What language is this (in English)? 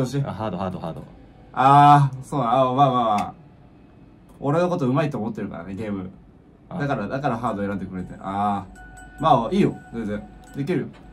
Japanese